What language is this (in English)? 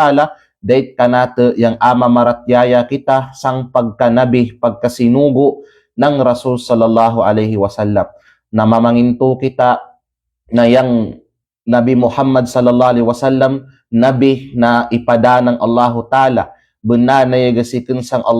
Kalagan